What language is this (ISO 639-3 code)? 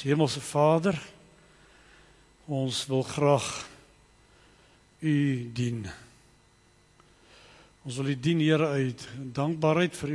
afr